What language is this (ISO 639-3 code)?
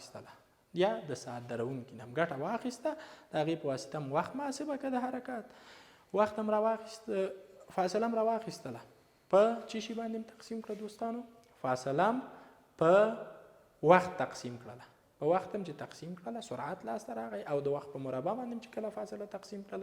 pus